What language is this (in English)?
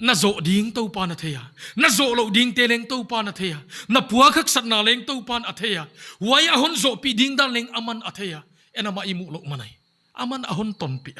Paite Chin